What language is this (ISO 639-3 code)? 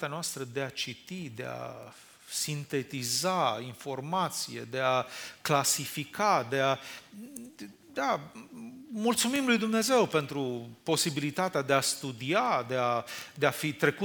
ron